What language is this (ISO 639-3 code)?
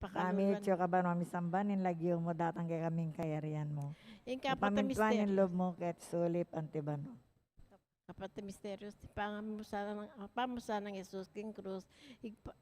pam